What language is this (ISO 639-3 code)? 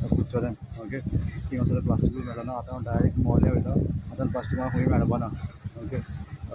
kok